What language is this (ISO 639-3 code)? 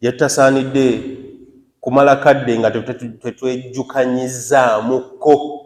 lug